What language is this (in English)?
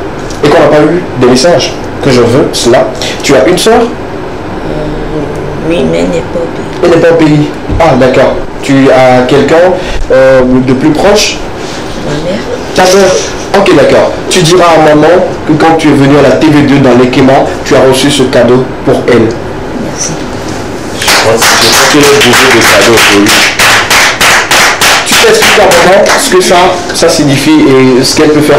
French